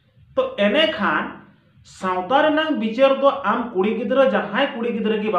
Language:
Santali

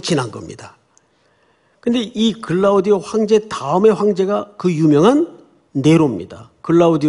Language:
Korean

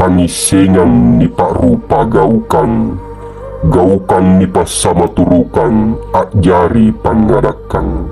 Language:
Makasar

